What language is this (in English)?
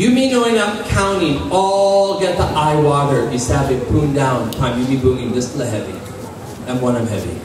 Tok Pisin